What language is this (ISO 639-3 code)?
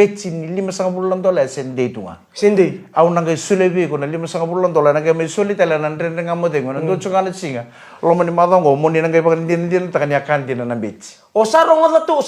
fij